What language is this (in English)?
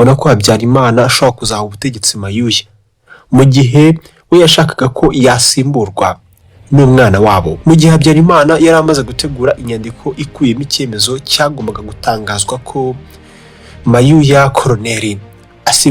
Kinyarwanda